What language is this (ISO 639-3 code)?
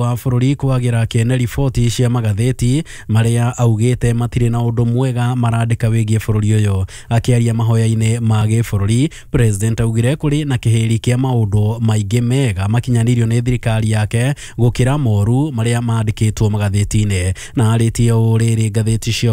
kik